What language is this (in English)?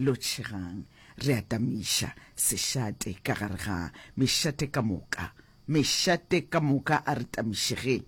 Northern Sotho